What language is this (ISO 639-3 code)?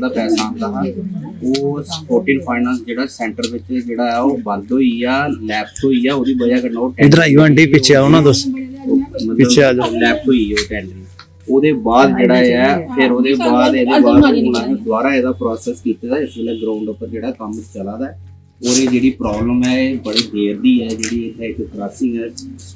doi